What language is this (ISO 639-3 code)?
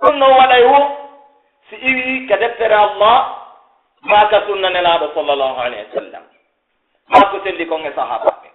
fuf